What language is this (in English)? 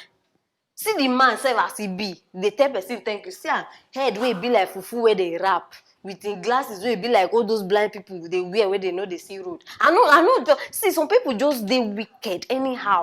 Nigerian Pidgin